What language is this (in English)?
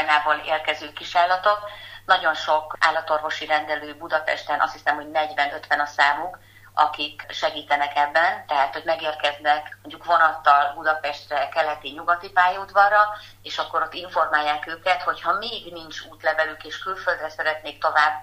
Hungarian